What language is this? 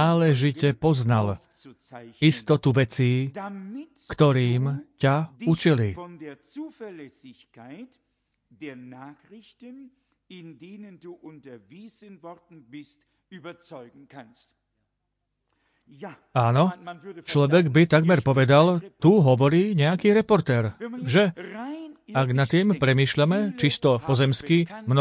Slovak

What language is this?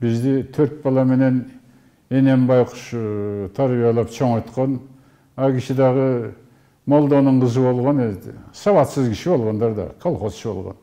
Kyrgyz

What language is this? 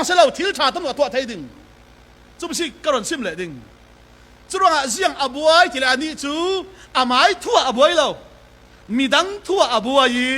Falam Chin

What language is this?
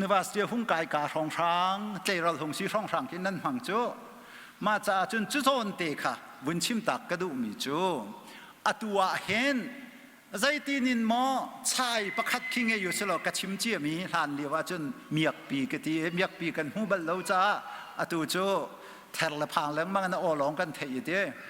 Hakha Chin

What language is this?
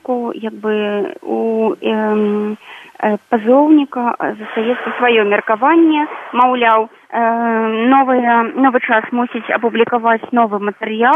Belarusian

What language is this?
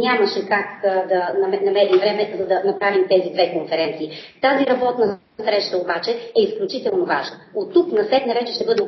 Bulgarian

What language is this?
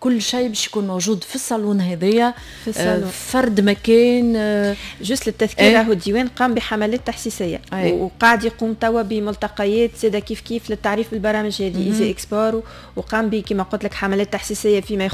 Tunisian Arabic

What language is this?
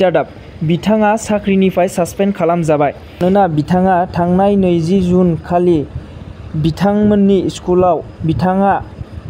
Bodo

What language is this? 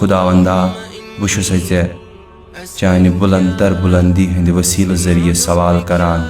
Kashmiri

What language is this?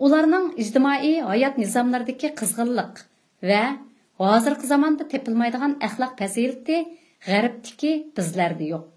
Uyghur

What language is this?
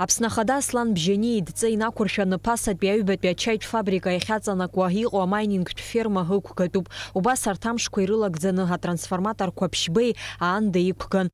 Abkhazian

